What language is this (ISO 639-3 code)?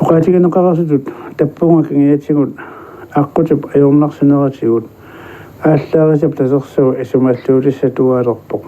kal